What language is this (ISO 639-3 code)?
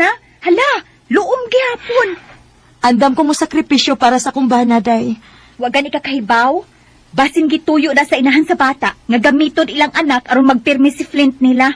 ceb